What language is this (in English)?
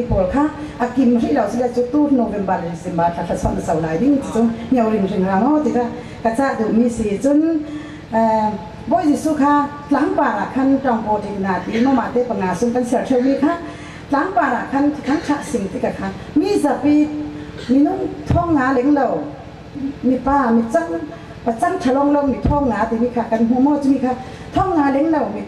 Falam Chin